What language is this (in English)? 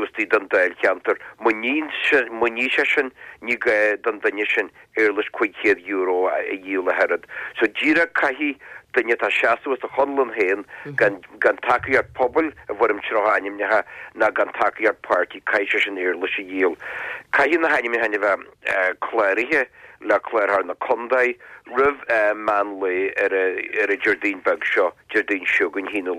Irish